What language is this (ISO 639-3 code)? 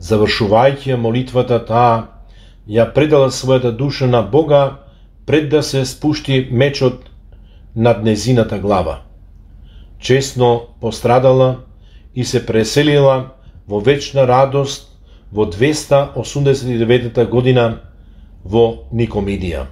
mkd